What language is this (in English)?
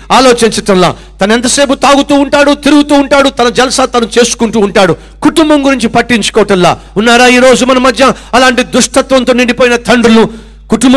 Telugu